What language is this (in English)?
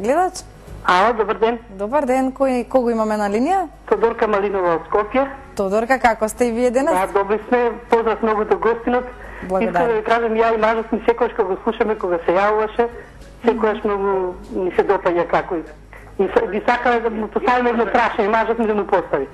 Macedonian